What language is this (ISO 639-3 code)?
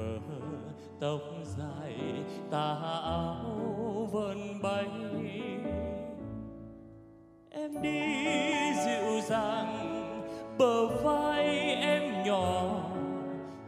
vie